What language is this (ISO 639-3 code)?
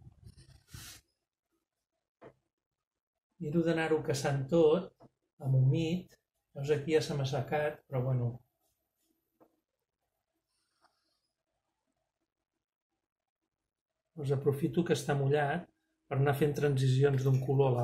cat